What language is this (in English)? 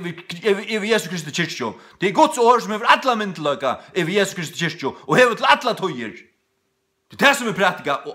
Faroese